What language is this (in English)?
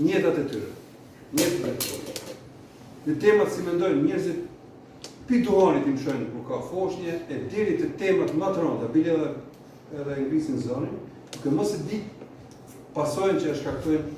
Albanian